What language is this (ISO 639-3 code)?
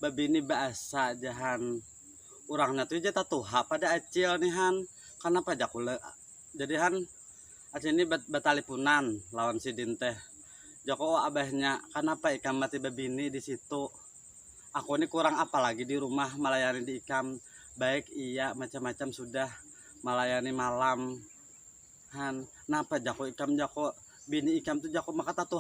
bjn